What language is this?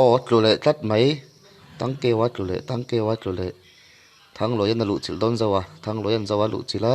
Mizo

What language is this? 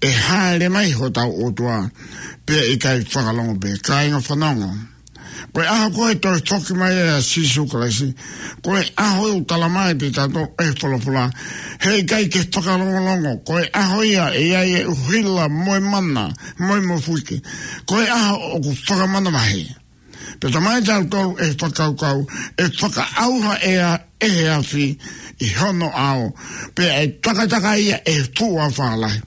Tongan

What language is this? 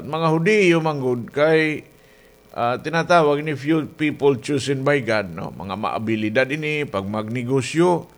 Waray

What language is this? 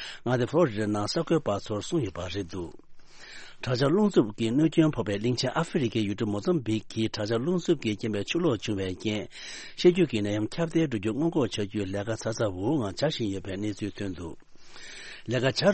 Tibetan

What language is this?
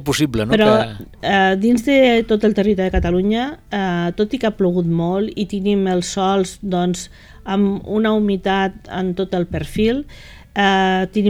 Catalan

